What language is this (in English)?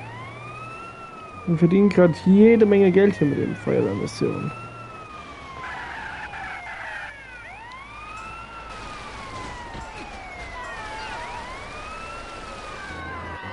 German